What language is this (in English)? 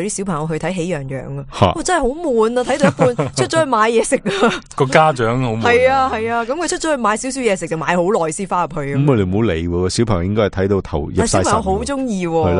Cantonese